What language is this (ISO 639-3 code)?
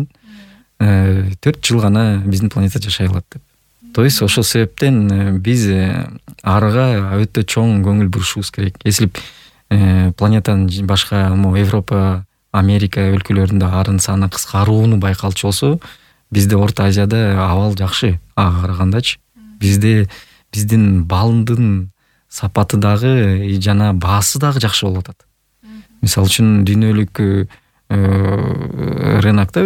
kir